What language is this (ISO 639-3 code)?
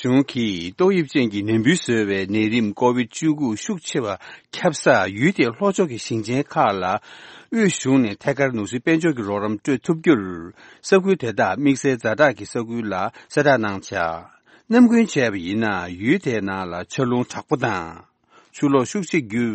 bod